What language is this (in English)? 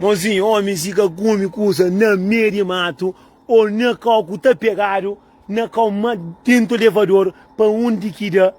Kabuverdianu